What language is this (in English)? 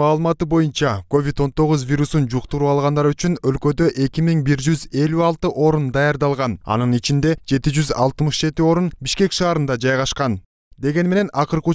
Kyrgyz